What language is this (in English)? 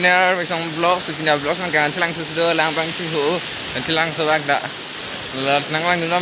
Karbi